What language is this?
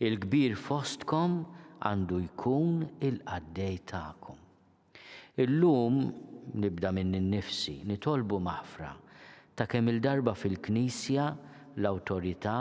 Maltese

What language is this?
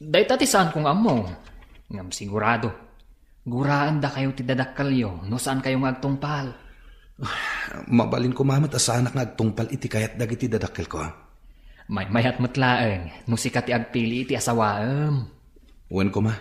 Iloko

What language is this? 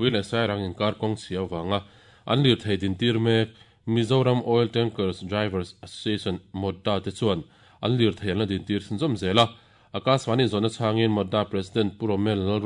Mizo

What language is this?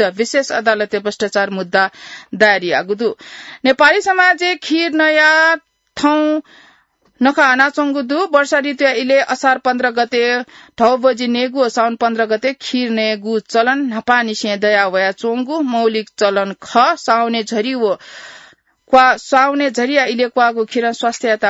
Newari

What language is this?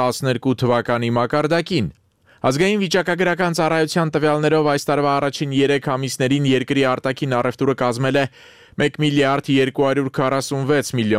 Armenian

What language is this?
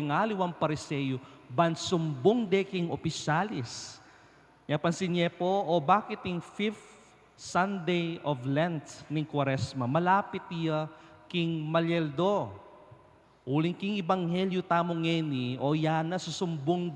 Pampanga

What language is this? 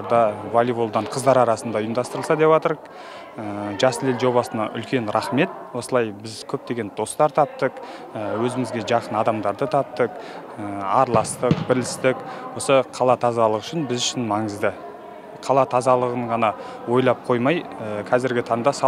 Kazakh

